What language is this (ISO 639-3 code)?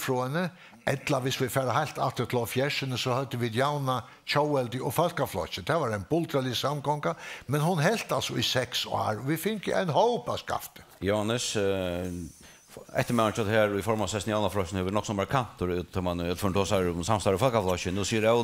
fao